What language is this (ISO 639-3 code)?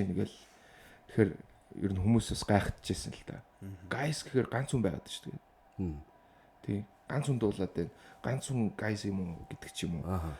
mon